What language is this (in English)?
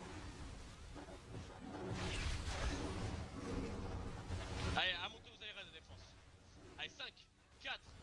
French